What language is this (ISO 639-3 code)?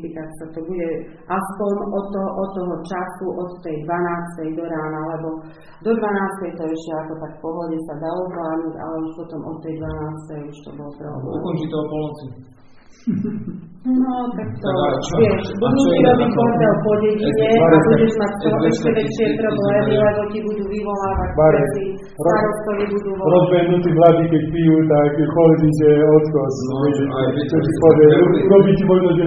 slk